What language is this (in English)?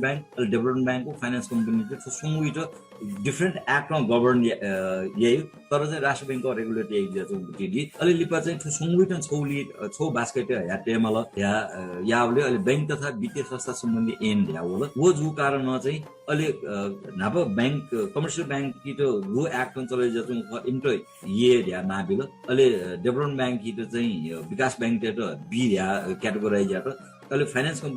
Newari